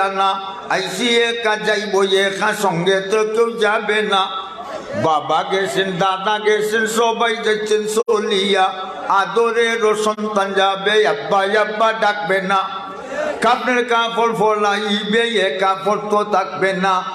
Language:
Sylheti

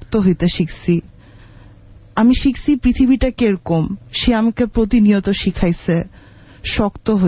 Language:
Bangla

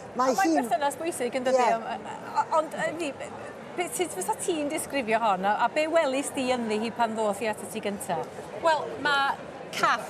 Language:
Welsh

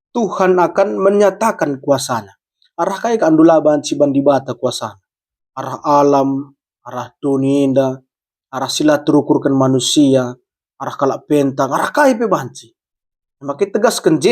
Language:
Batak Karo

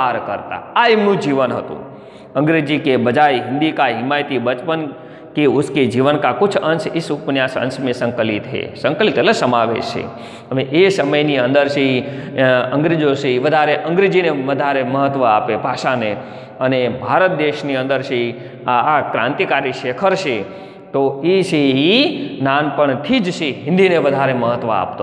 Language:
Gujarati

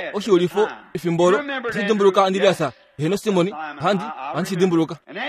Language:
Kuanyama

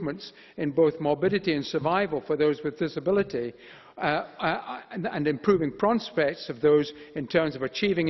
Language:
English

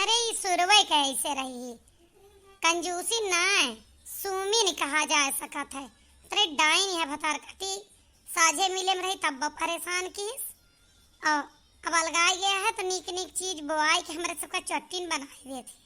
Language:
Awadhi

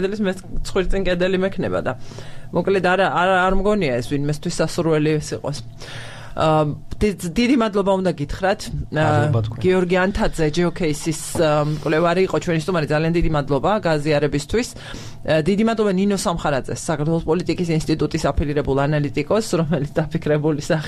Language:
Georgian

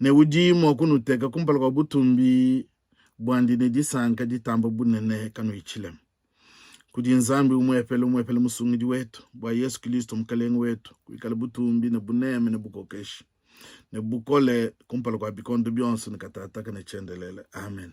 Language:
Luba-Lulua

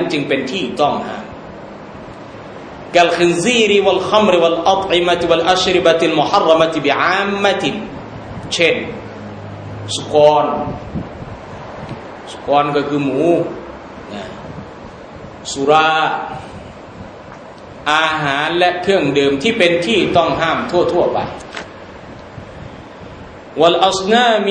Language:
Thai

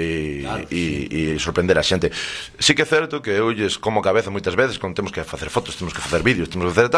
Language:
Galician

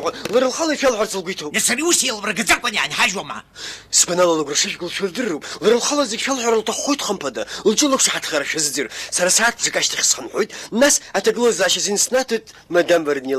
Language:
Abkhazian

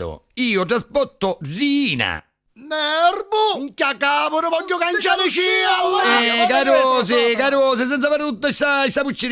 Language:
Neapolitan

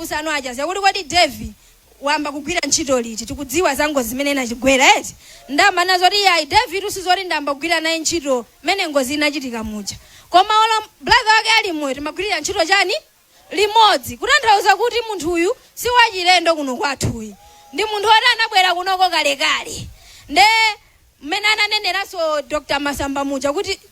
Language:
Nyanja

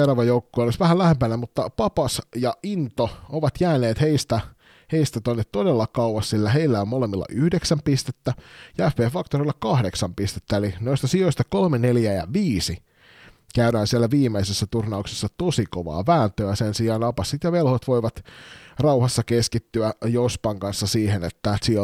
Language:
Finnish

